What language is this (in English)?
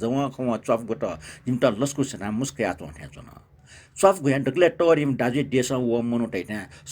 Newari